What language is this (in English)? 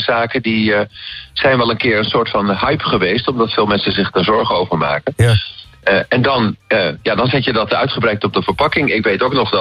Dutch